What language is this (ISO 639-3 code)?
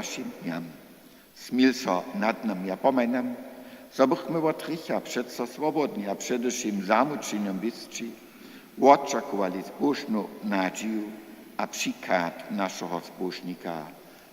hsb